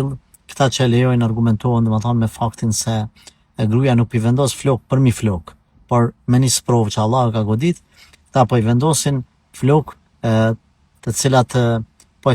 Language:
Albanian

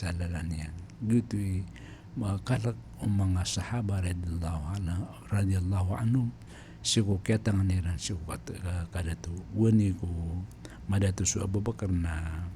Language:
Maranao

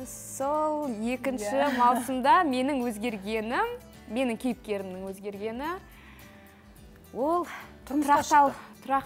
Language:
Kazakh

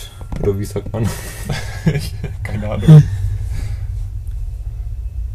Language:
German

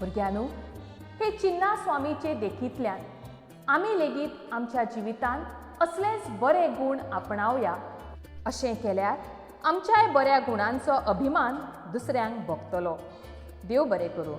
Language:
Konkani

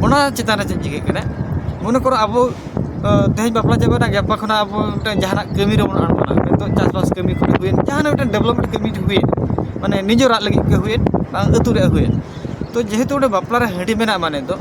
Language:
Santali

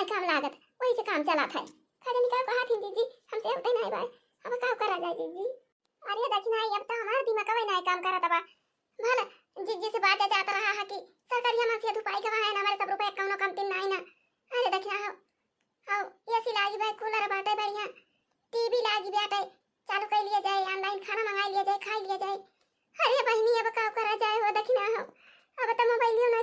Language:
Awadhi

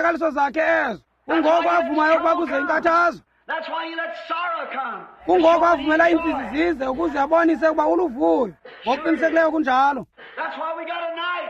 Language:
Xhosa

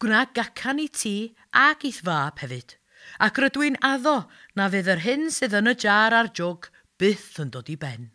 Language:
Welsh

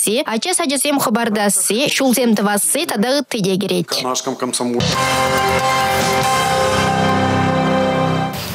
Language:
Chuvash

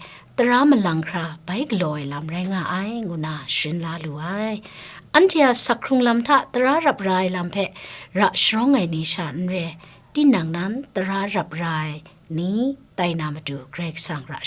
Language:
Kachin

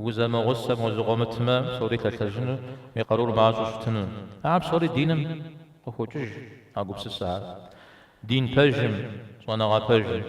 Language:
Kabardian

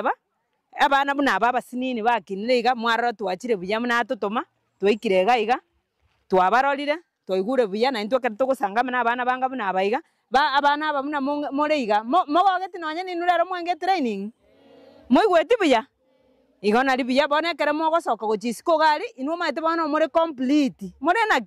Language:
Gusii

